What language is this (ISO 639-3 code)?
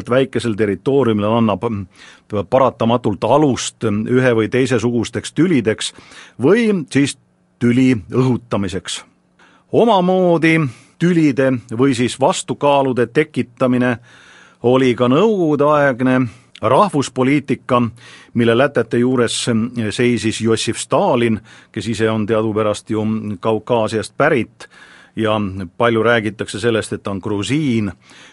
est